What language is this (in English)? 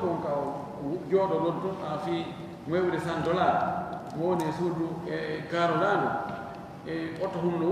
Fula